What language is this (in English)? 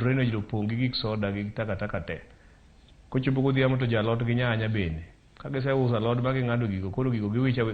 Luo (Kenya and Tanzania)